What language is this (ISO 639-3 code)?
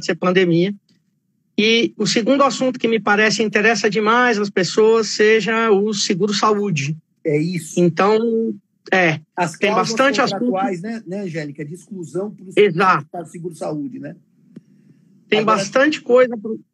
por